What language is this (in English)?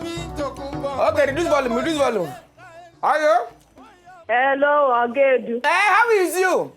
Nigerian Pidgin